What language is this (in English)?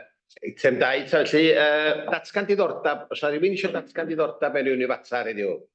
Welsh